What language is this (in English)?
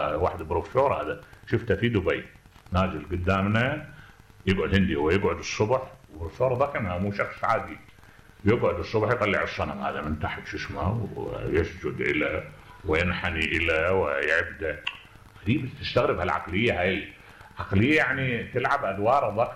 Mesopotamian Arabic